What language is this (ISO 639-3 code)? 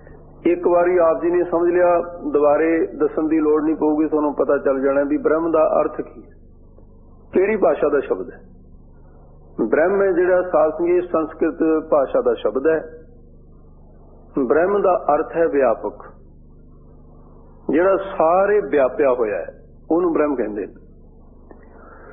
pan